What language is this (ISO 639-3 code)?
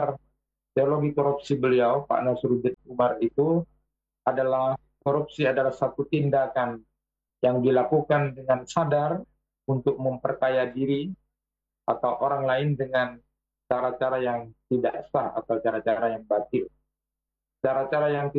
ind